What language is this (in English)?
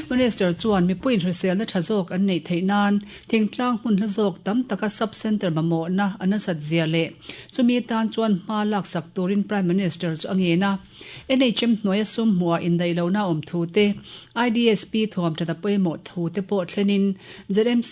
Mizo